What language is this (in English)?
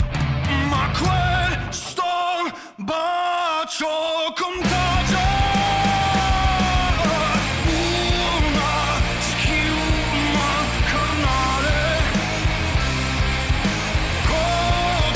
Italian